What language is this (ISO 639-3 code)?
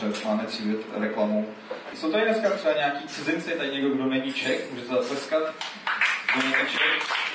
ces